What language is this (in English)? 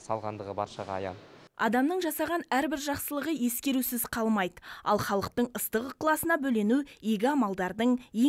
Kazakh